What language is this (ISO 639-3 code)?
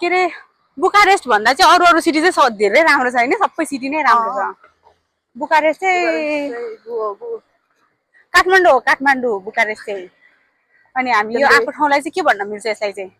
nep